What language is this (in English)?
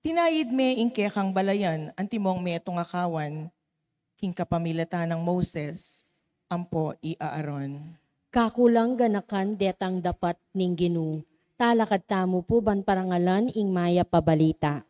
Pampanga